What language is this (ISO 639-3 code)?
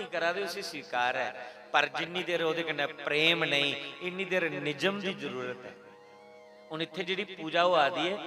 doi